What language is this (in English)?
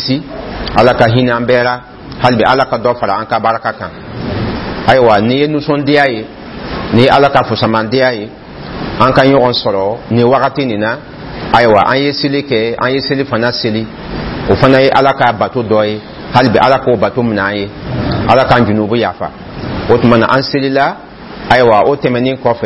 Dyula